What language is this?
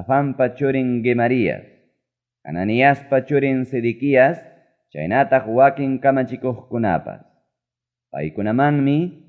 Ayacucho Quechua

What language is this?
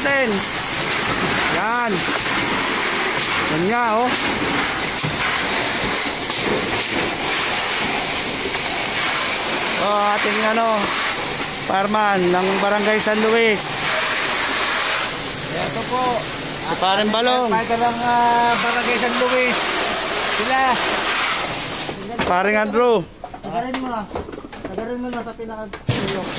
Filipino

